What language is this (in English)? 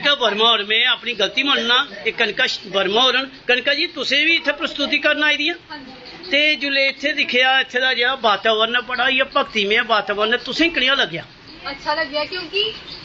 Dogri